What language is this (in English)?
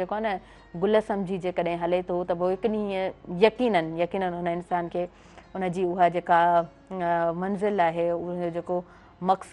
Sindhi